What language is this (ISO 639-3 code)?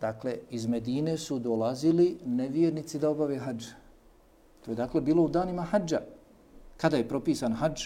bos